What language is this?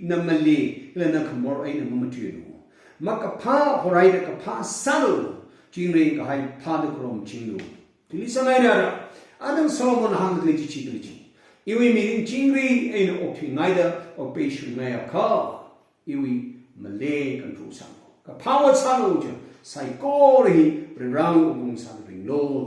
Tangkhul Naga (India)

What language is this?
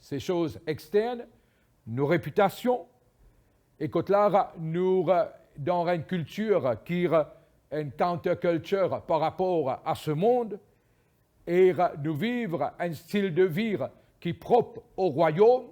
Morisyen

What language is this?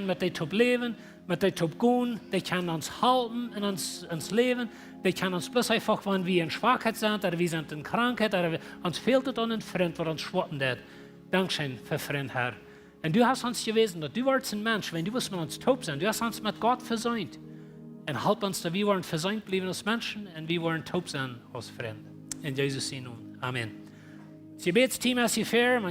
Plautdietsch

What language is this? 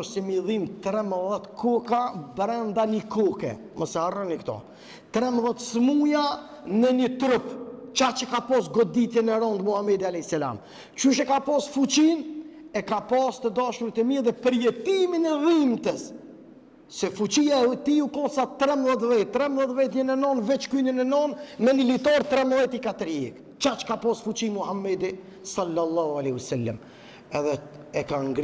Albanian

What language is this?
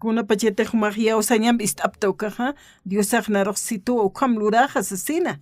Aymara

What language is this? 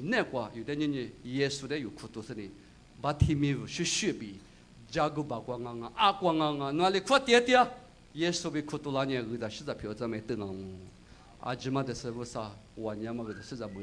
Lisu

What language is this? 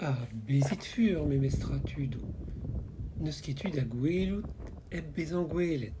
Breton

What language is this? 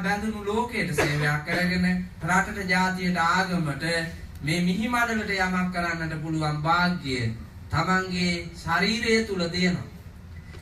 Sinhala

